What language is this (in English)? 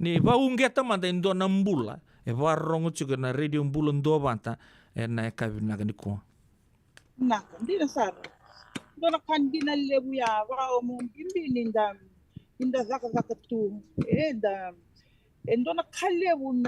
Fijian